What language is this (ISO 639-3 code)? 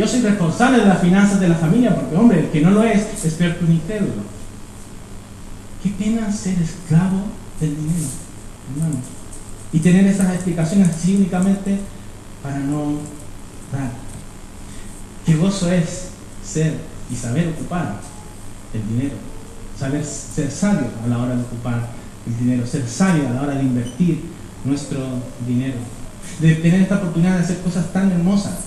spa